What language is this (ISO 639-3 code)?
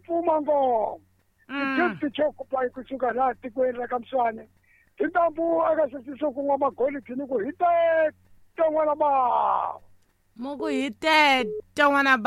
tso